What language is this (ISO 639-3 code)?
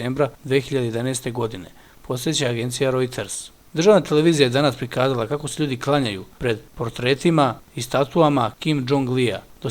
srp